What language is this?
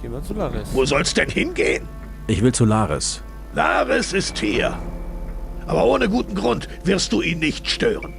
Bavarian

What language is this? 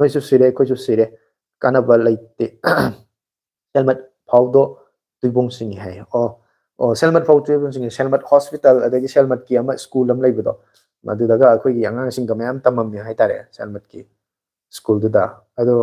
Manipuri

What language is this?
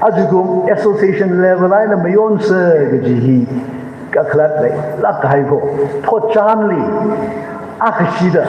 Tangkhul Naga (India)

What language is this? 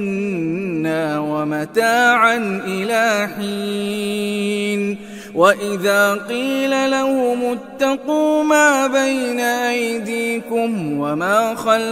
Arabic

